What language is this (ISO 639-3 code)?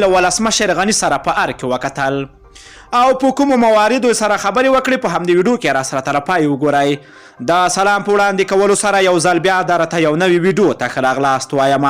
pus